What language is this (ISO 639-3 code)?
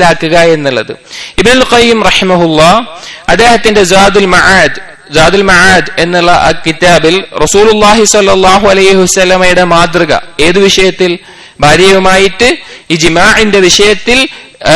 mal